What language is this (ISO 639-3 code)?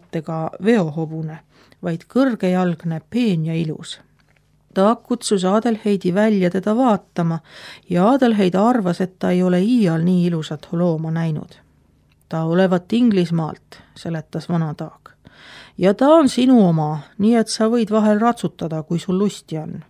est